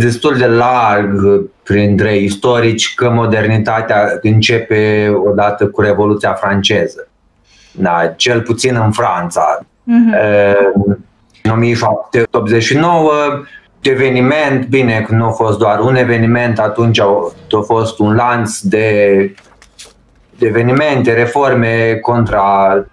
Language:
Romanian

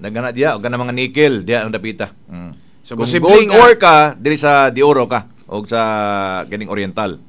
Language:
Cebuano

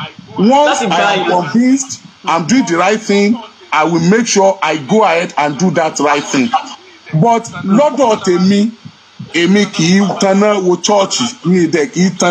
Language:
Yoruba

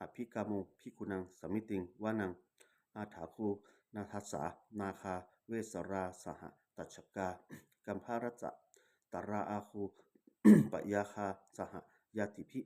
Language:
Pali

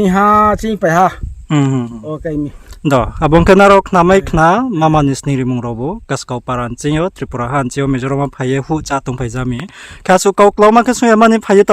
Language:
Riang (India)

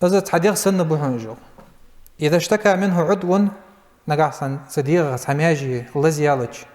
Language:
Ingush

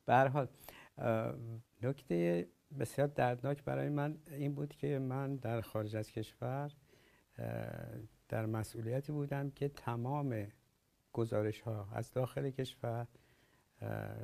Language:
Persian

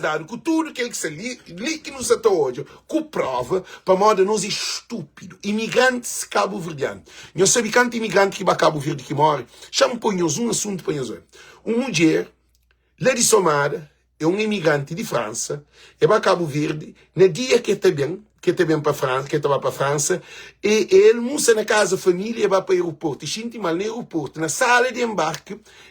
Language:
Kabuverdianu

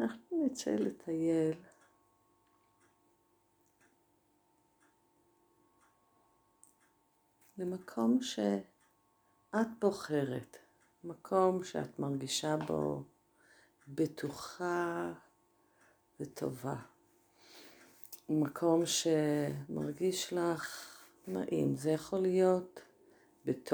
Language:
Hebrew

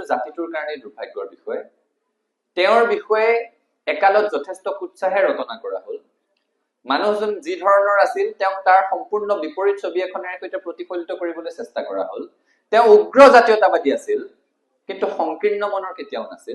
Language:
Assamese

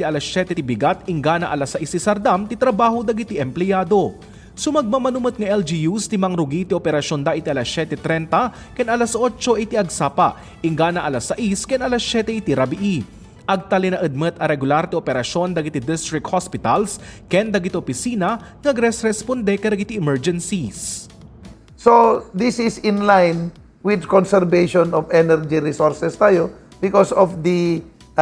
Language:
Iloko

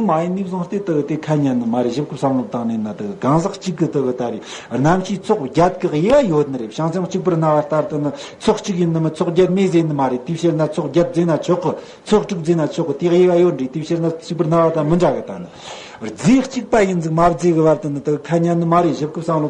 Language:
Tibetan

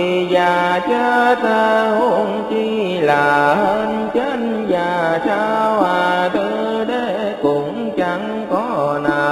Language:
Vietnamese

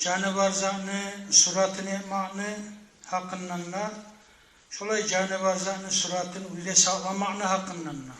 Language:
Kumyk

